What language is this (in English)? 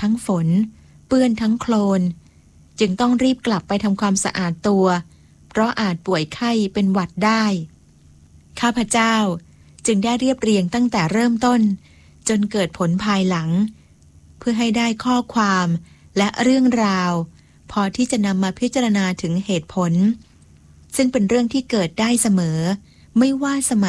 Thai